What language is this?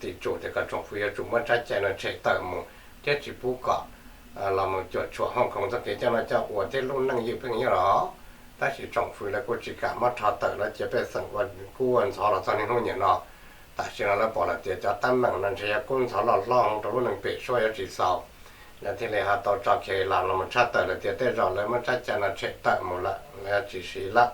Hmong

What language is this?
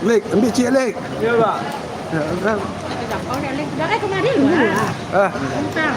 Minangkabau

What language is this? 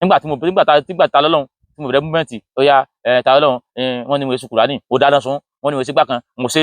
Yoruba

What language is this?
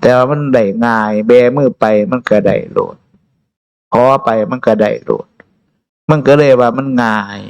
Northeastern Thai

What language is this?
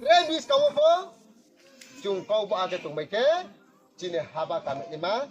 Riang (India)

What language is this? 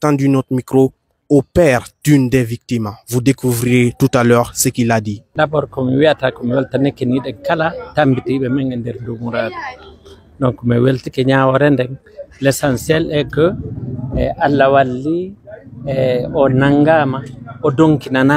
Pular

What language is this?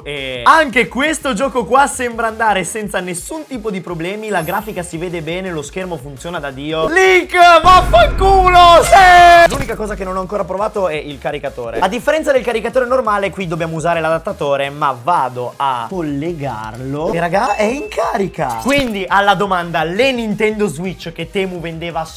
Italian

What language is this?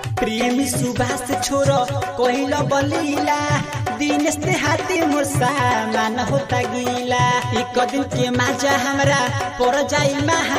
Bhojpuri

